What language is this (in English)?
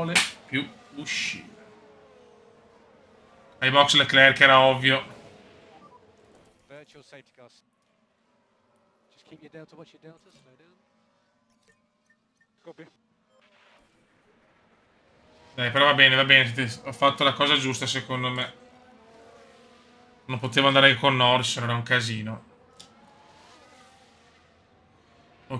Italian